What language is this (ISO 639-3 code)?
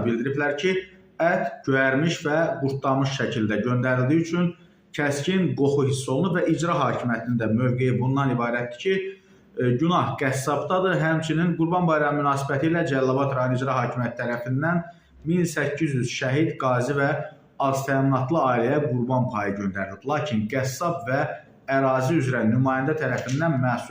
aze